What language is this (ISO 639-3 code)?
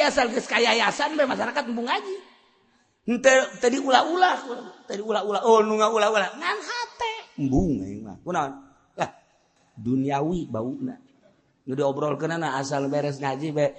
sun